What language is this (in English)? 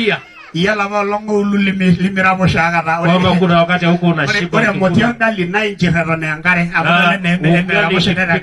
Masai